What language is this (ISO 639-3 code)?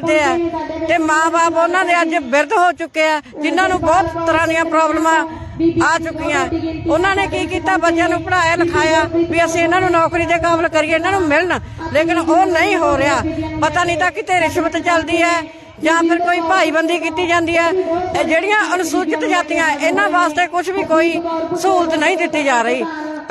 pan